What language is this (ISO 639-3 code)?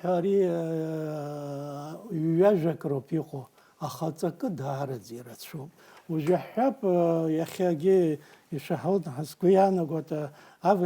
abk